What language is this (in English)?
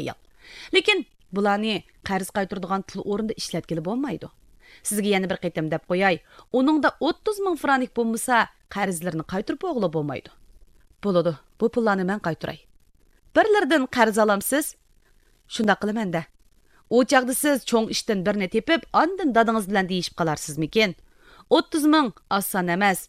Uyghur